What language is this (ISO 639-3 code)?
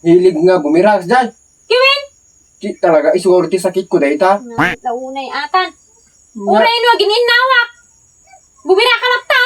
ilo